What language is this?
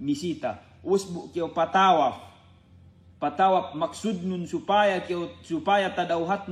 Yakan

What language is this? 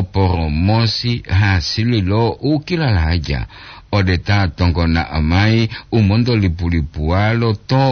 Gorontalo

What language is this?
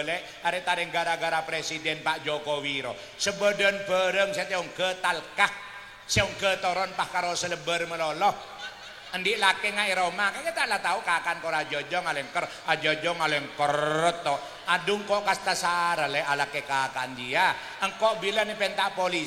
Madurese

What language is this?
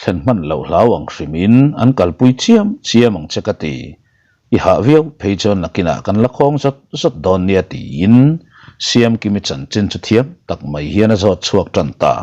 Mizo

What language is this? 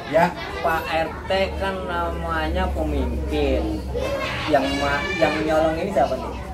Betawi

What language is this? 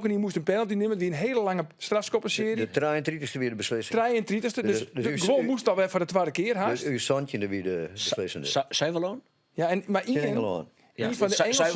Western Frisian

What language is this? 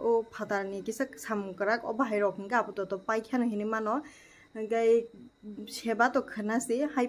Kok Borok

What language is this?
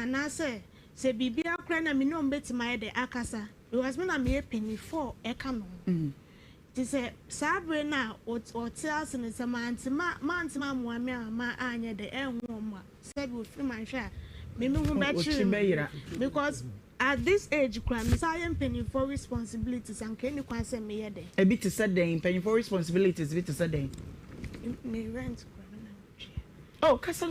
Akan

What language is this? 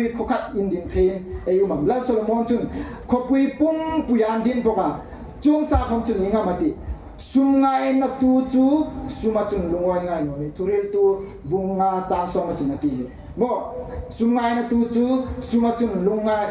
Hmar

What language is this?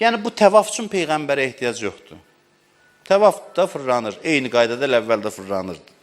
Azerbaijani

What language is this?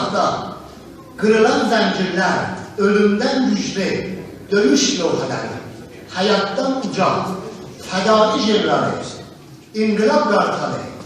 South Azerbaijani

